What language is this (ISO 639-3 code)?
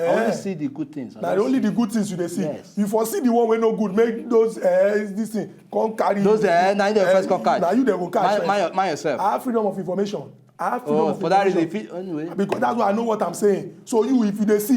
pcm